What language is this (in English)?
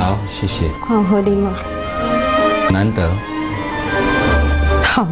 Chinese